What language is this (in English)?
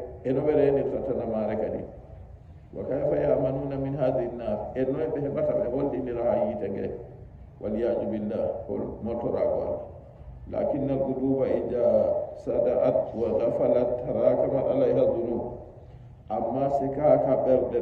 Nigerian Fulfulde